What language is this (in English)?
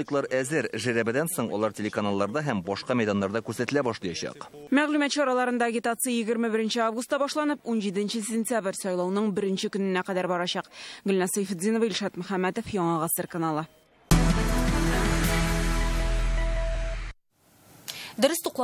Tatar